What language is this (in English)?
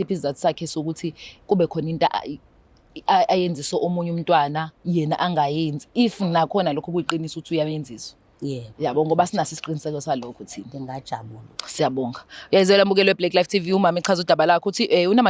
Zulu